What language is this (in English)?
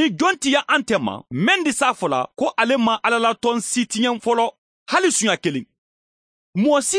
Mandingo